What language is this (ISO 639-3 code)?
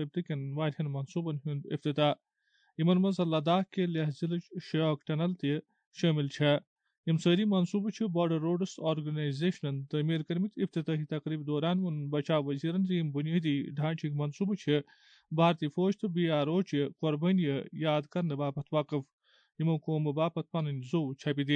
kas